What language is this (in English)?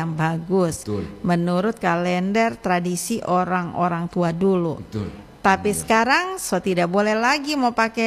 Indonesian